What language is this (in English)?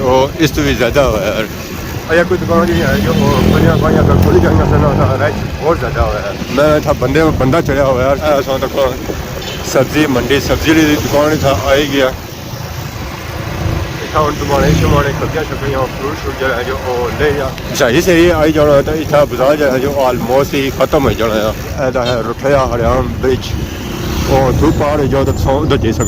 Pahari-Potwari